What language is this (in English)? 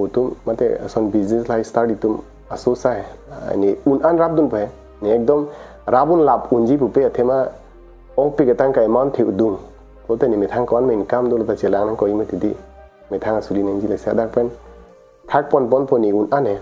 Karbi